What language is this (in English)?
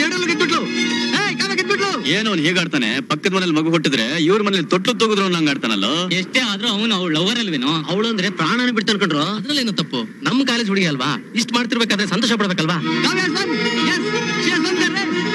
Kannada